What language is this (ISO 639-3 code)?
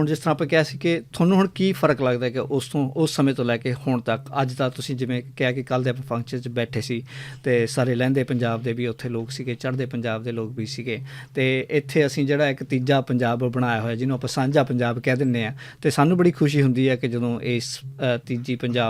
lah